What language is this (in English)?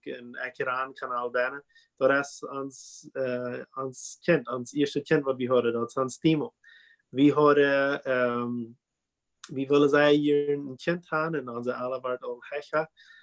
Plautdietsch